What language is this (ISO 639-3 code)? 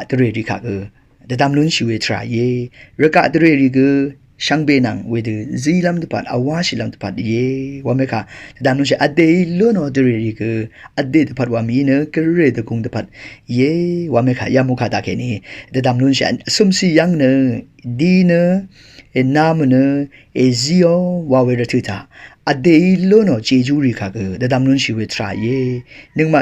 raw